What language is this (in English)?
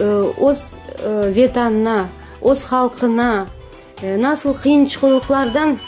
Crimean Tatar